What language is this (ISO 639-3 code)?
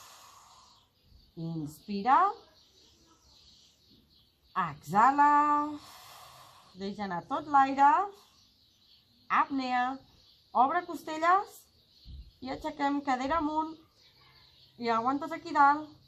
cat